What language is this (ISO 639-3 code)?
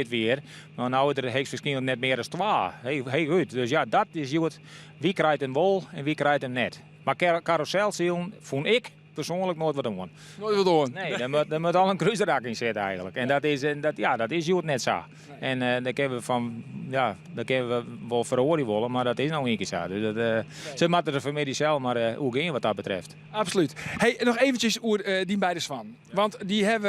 fry